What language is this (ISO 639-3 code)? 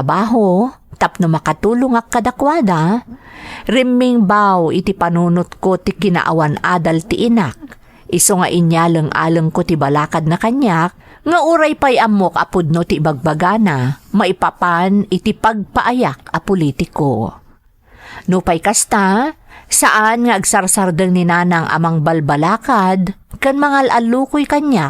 ilo